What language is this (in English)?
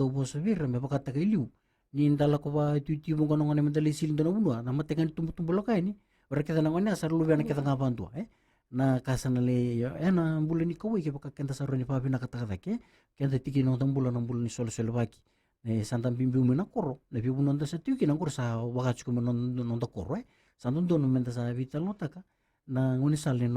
Fijian